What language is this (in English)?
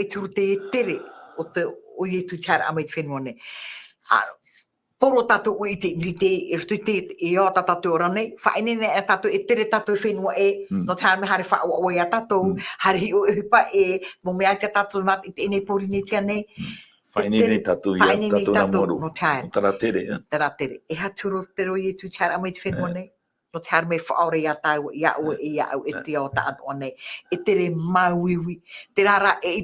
Tahitian